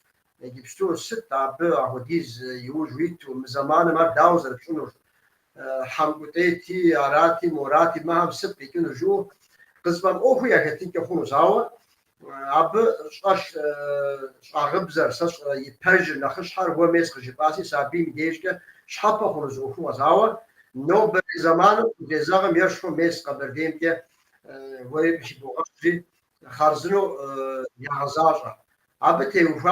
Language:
Kabardian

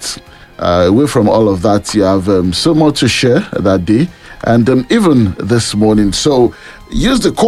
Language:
English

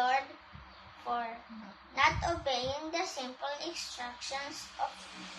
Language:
Iloko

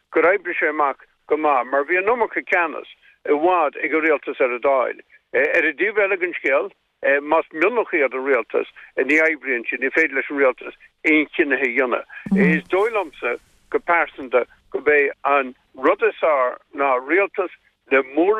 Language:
Irish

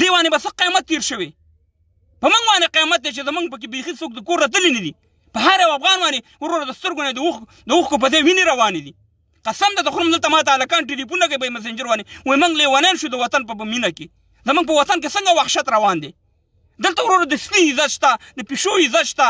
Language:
Pashto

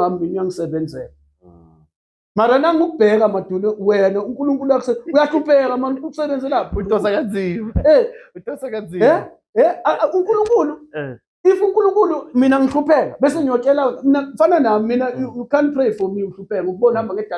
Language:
Zulu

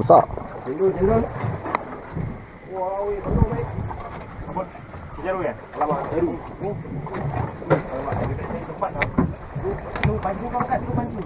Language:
Malay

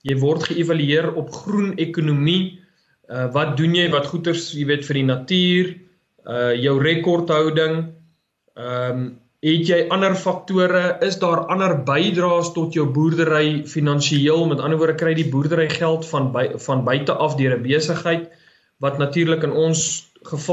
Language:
Afrikaans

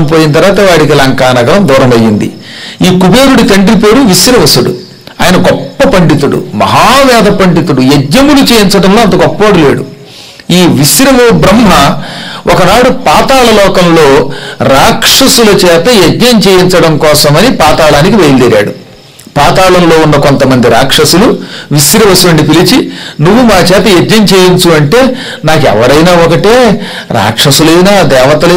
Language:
Telugu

